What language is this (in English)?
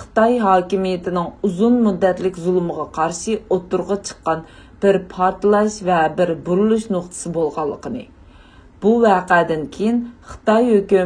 Uyghur